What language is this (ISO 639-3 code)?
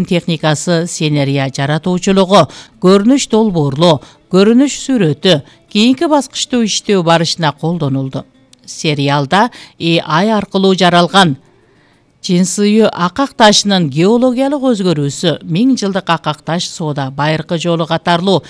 kir